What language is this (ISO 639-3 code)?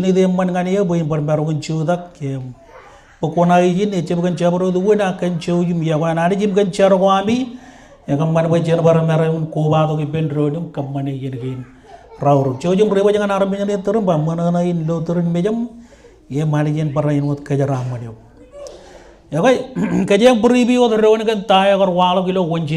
mah